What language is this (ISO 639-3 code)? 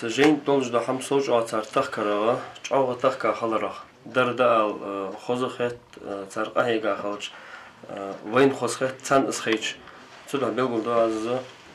inh